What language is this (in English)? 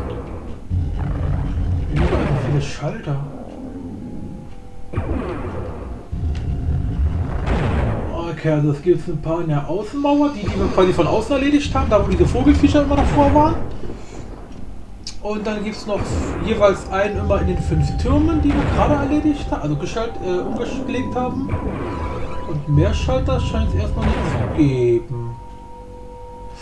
German